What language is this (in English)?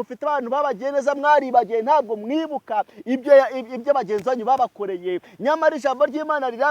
Kinyarwanda